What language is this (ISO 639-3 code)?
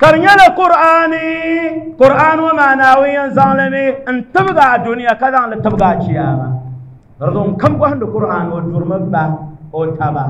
dag